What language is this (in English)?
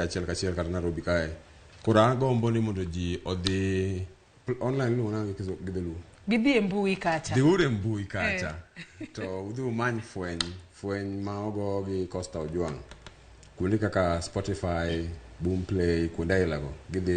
Luo (Kenya and Tanzania)